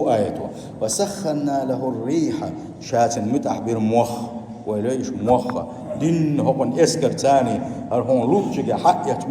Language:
Chechen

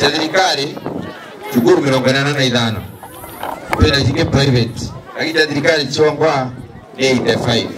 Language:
Meru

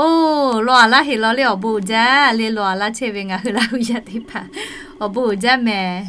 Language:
Lahu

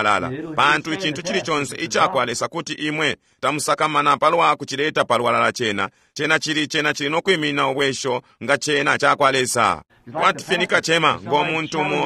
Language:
Bemba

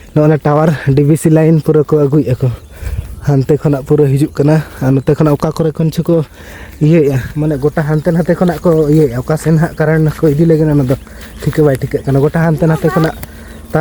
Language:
Santali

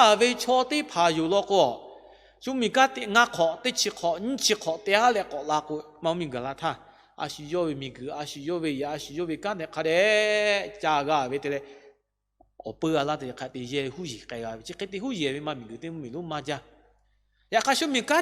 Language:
Lahu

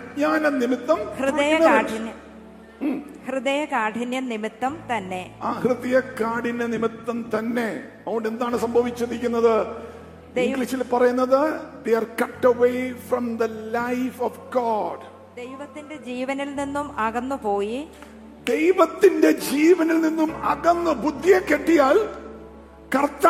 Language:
Malayalam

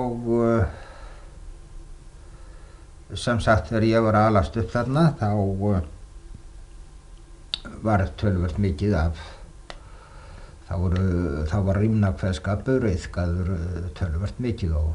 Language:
Icelandic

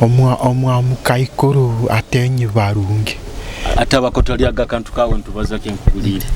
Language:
Nyoro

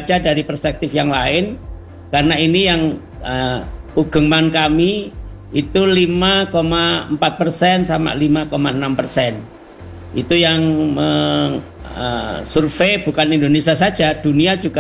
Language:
Indonesian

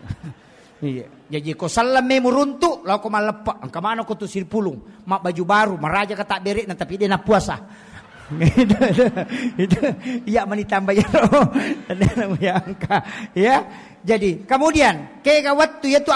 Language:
Buginese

